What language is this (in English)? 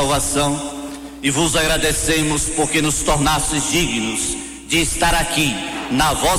Portuguese